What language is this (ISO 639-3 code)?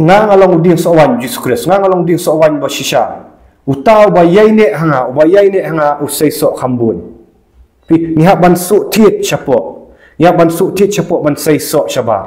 kha